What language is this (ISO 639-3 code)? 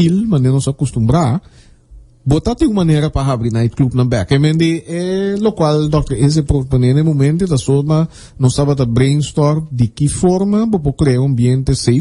pap